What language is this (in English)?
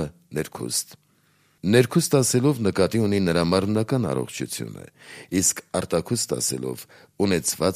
Armenian